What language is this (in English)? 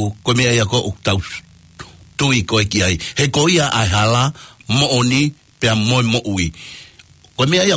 Tongan